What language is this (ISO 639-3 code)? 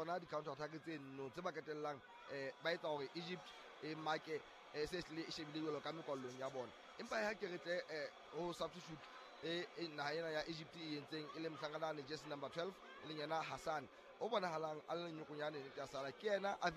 sot